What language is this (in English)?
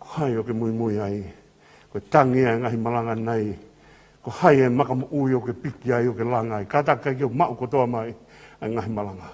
Tongan